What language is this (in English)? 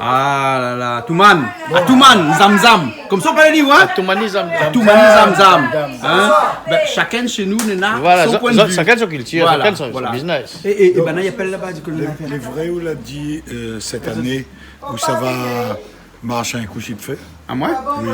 Réunion Creole French